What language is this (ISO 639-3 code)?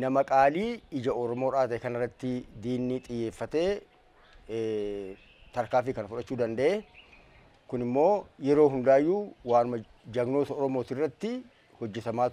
orm